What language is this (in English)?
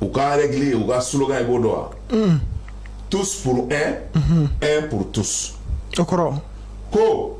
Bambara